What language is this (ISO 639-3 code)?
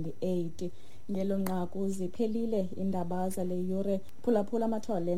xho